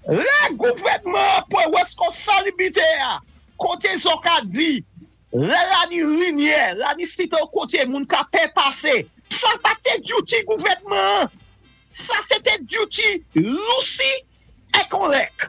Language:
Saint Lucian Creole French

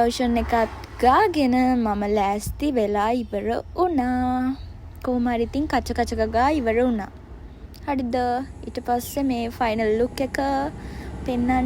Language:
Sinhala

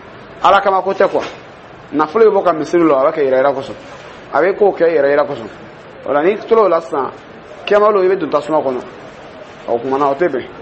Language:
Dyula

